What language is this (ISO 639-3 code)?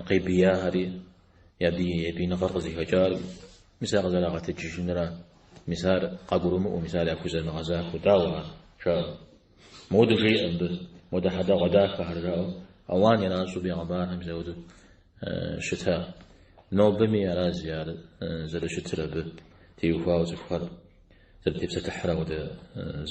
kbd